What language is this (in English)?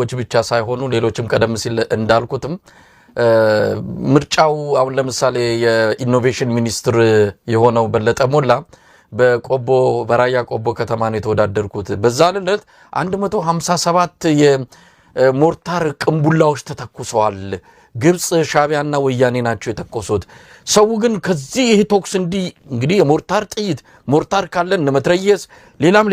Amharic